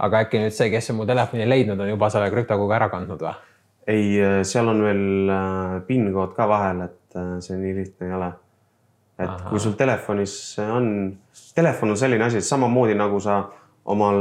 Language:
Estonian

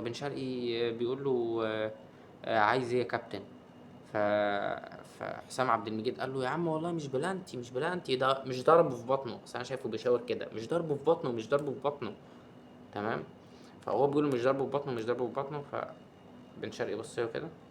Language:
Egyptian Arabic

